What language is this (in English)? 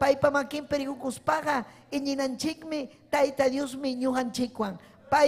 Ayacucho Quechua